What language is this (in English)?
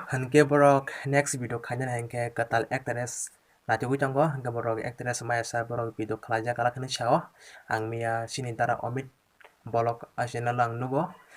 Kok Borok